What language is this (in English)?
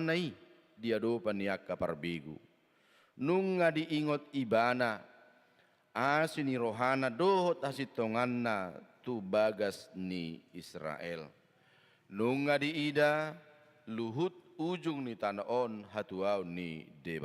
Batak Toba